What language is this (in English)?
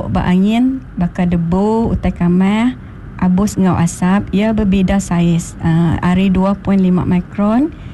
Iban